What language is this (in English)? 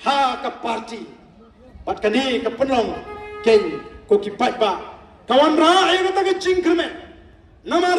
Khasi